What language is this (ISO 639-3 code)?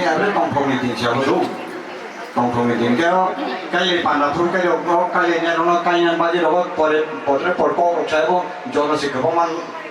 trp